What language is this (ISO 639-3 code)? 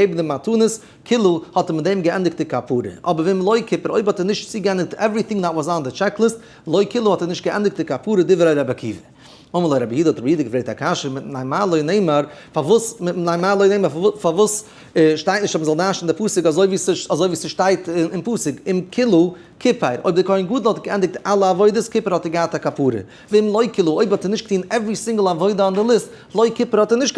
yid